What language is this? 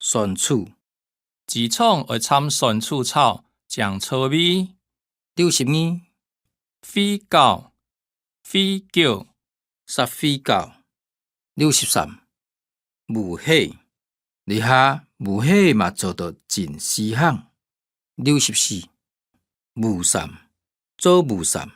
Hakka Chinese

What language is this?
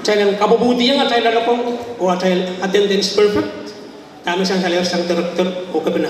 Pohnpeian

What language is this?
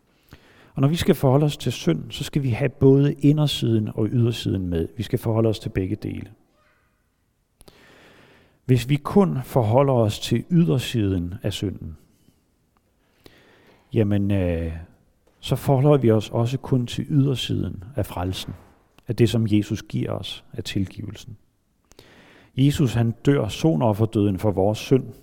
Danish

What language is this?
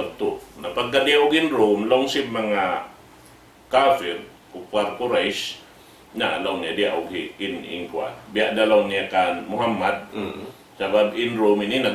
Tausug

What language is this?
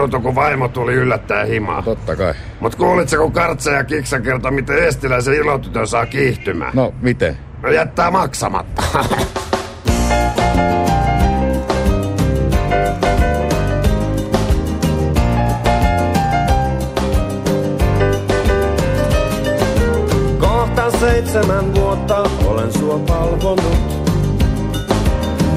Finnish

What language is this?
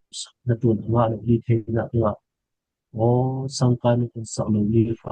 Falam Chin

